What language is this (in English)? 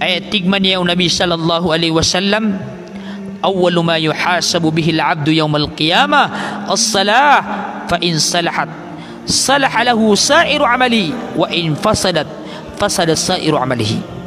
Maranao